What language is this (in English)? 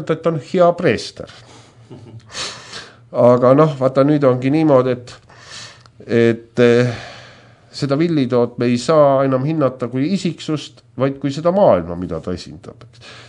Estonian